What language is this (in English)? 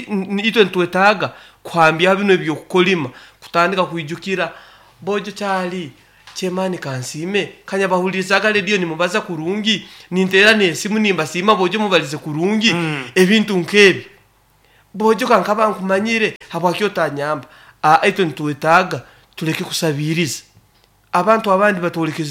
Nyankole